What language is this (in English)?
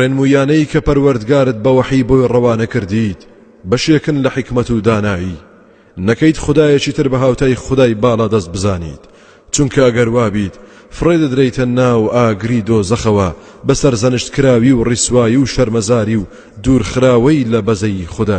Central Kurdish